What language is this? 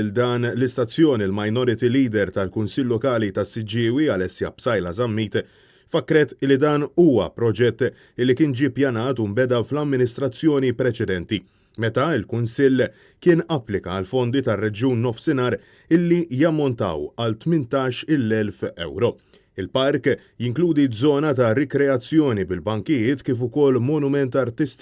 Maltese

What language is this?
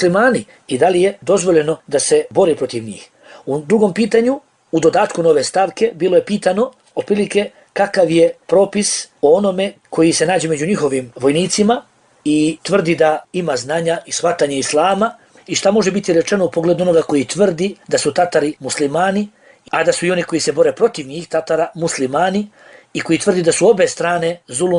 Bosnian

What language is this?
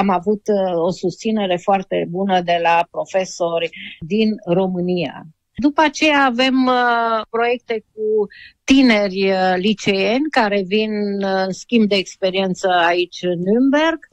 Romanian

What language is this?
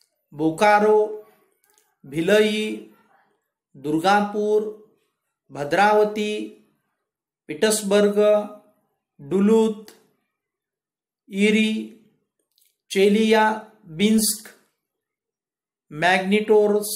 Marathi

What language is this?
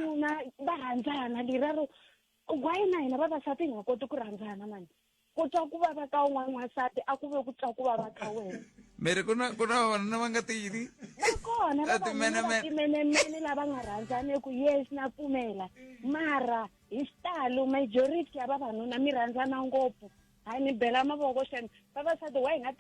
Tsonga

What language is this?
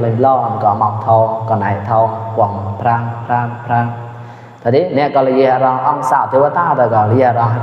Mon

